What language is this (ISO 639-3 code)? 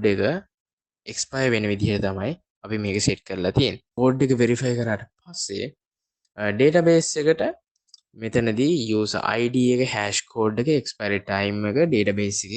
sin